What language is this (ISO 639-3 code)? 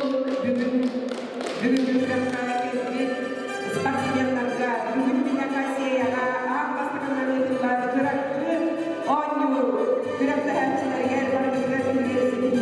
sah